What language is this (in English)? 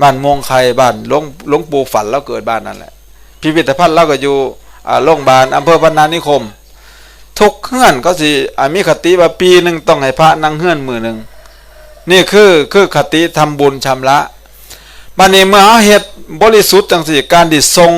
Northeastern Thai